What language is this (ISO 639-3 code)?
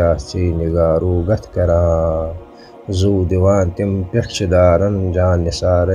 kas